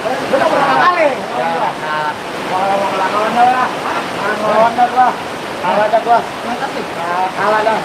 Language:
Betawi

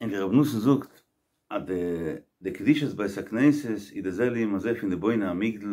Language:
Yiddish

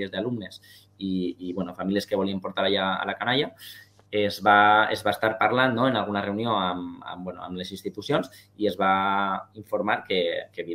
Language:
Catalan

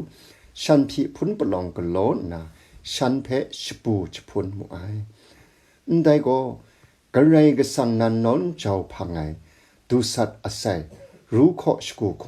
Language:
Kachin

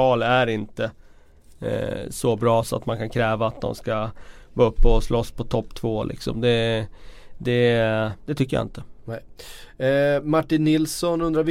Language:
Swedish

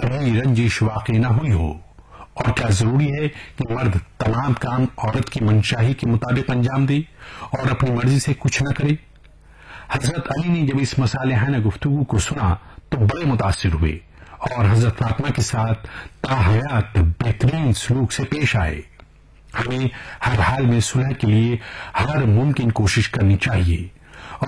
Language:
Urdu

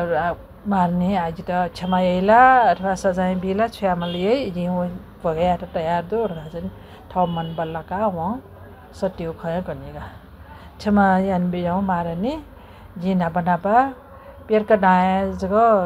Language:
Newari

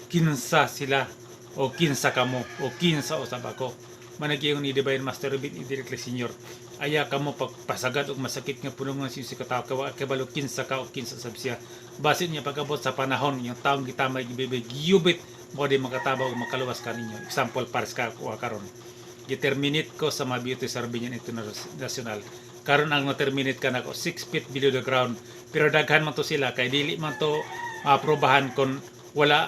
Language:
Cebuano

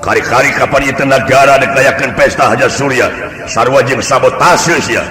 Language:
Sundanese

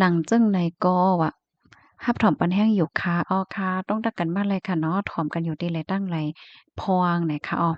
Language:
Shan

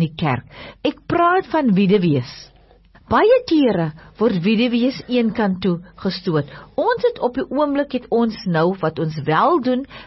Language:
Afrikaans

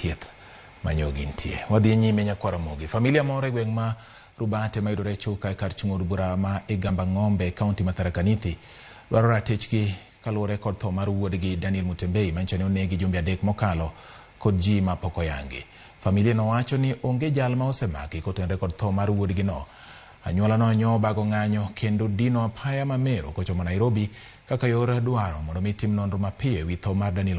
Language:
Luo (Kenya and Tanzania)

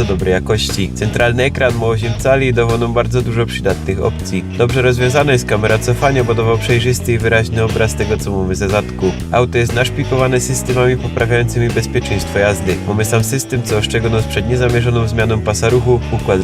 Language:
Silesian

